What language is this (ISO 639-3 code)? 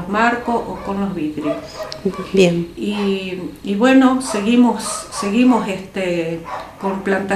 spa